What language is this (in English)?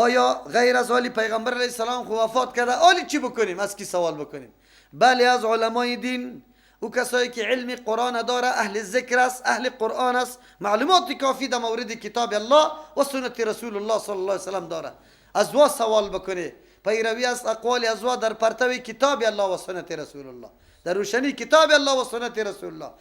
Persian